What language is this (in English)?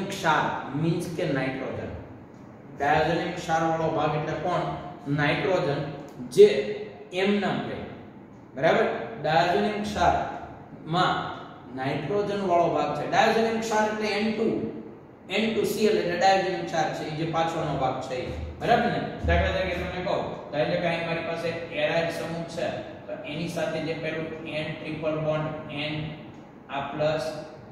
Gujarati